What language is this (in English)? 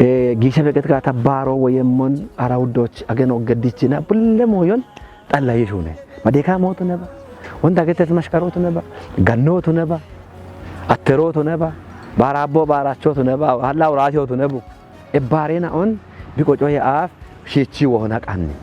Kafa